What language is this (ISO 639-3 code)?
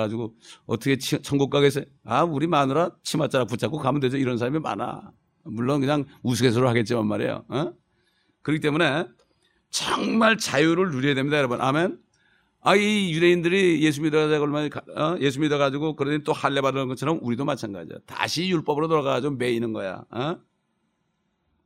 kor